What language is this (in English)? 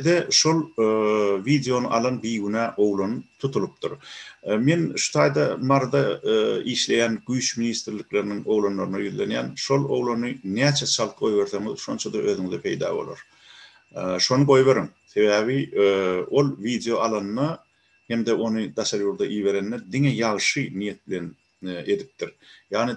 Turkmen